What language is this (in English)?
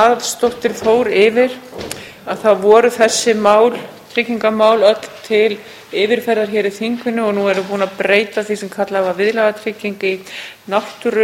Icelandic